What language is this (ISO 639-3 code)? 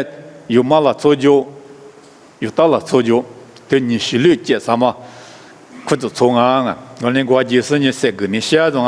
lis